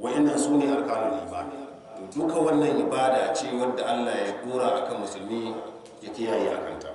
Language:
Hausa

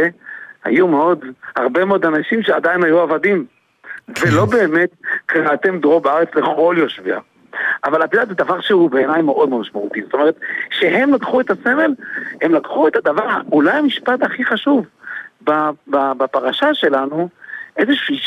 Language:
Hebrew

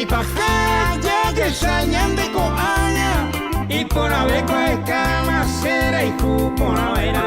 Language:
Guarani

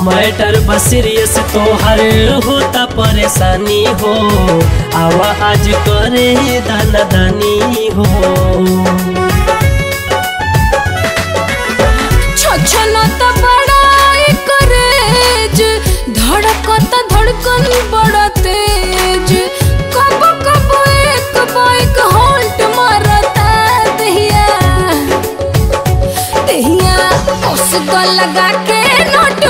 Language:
Bhojpuri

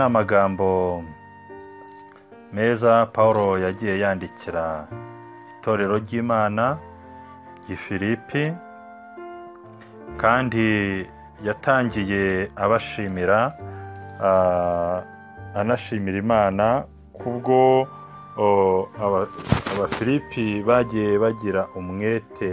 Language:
Kinyarwanda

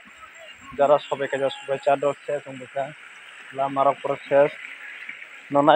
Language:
Kok Borok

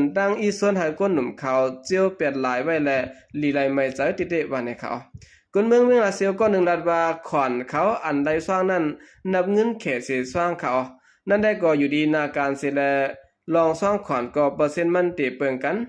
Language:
Shan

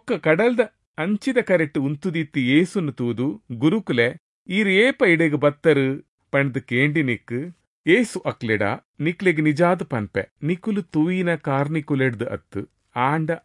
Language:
Tulu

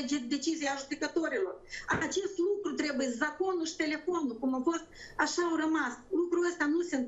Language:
Romanian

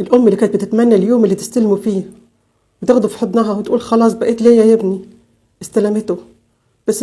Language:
Egyptian Arabic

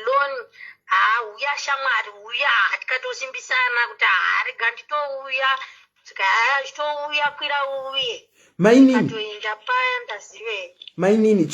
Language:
Shona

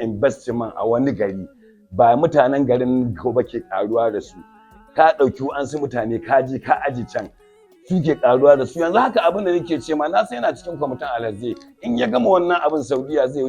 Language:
Hausa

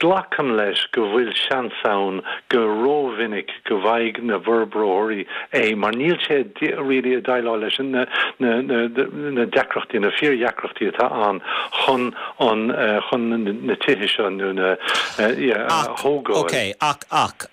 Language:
Irish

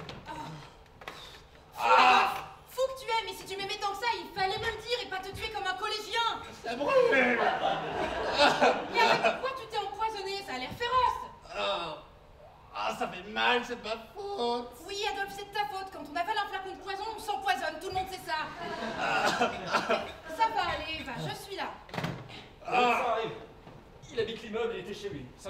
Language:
French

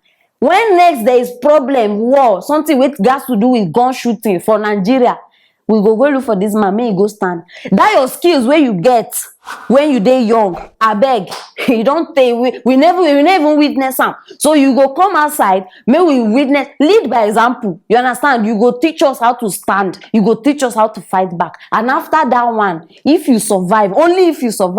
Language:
Nigerian Pidgin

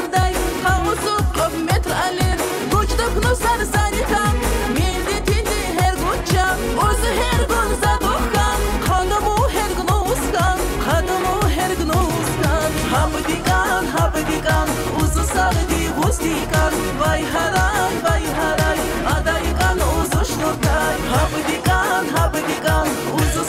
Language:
Tabassaran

